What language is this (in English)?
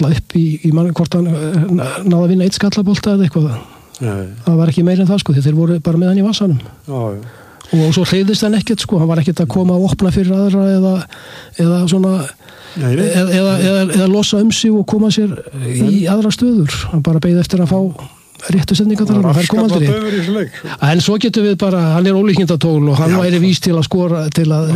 Icelandic